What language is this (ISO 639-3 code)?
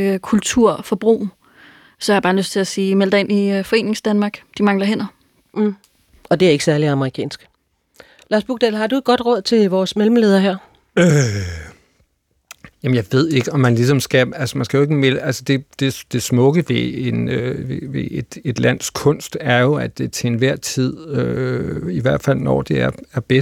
dan